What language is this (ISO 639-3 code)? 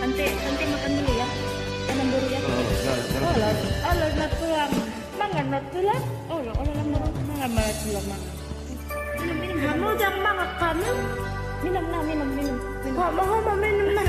bbc